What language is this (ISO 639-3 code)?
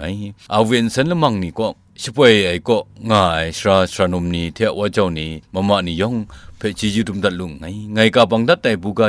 kac